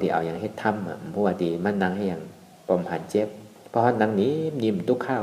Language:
Shan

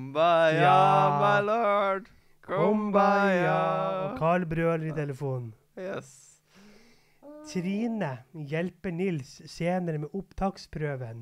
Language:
Norwegian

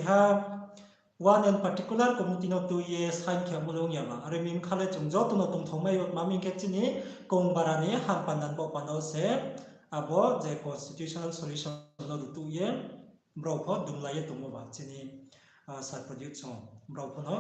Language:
Riang (India)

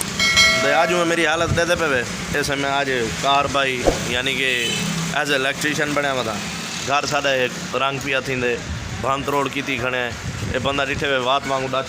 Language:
Saraiki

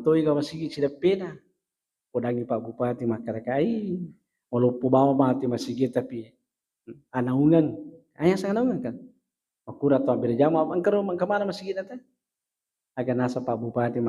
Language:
Buginese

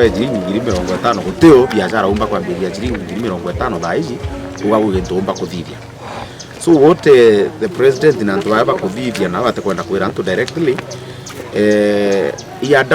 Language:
Meru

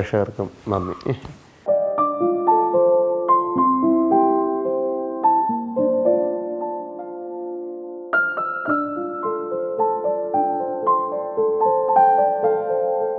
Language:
Malayalam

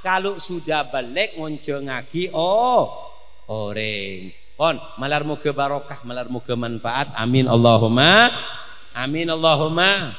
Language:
Madurese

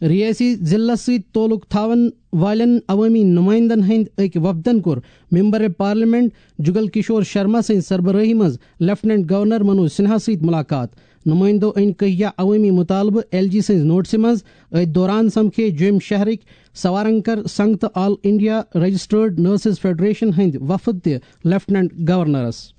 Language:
Kashmiri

